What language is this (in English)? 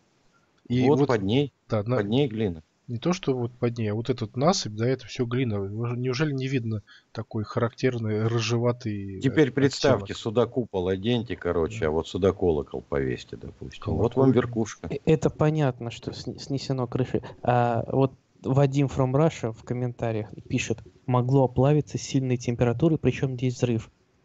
Russian